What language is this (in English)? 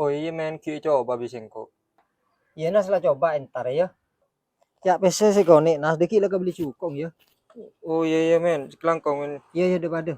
Madurese